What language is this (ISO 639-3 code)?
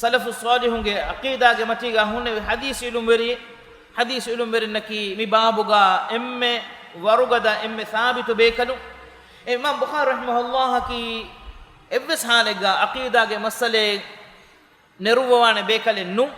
div